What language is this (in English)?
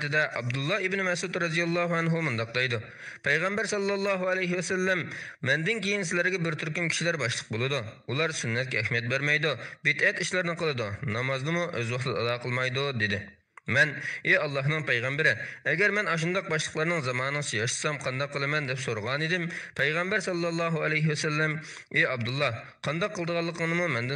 Uyghur